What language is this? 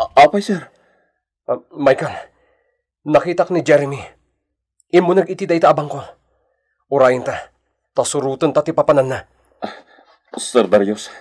Iloko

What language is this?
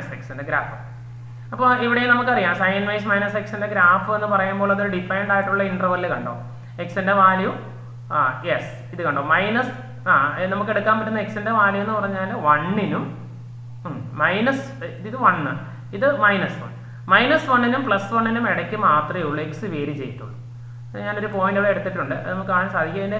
Malayalam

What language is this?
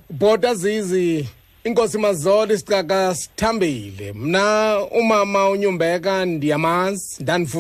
Xhosa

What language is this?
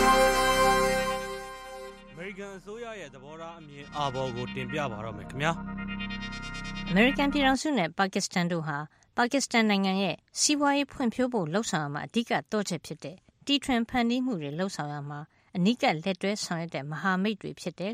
Burmese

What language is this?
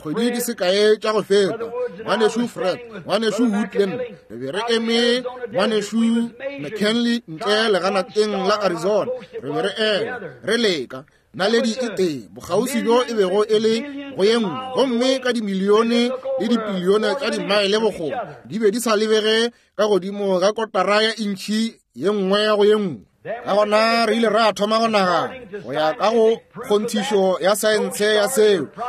Northern Sotho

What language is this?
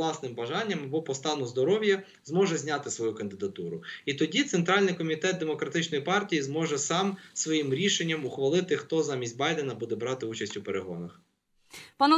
Ukrainian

